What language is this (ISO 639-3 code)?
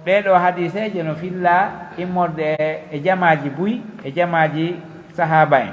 fuf